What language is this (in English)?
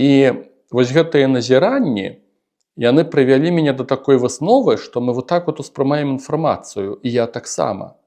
Belarusian